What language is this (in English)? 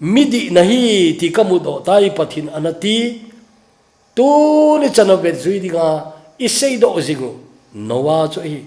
Thado Chin